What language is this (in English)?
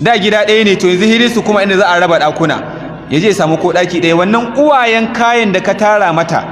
Hausa